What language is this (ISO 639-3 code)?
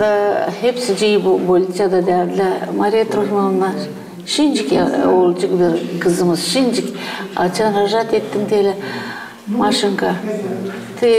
gag